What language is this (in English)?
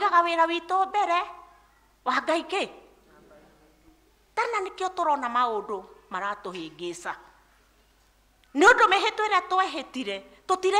Kikuyu